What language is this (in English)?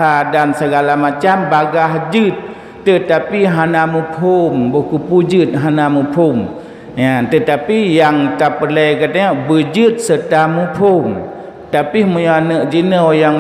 Achinese